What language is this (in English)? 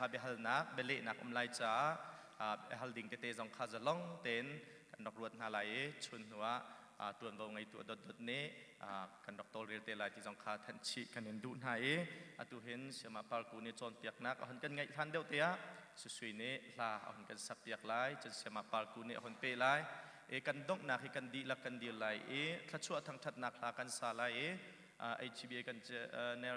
Hakha Chin